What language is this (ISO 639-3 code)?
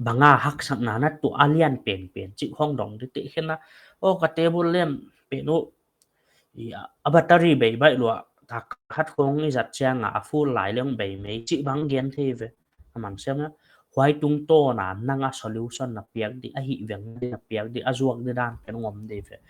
pck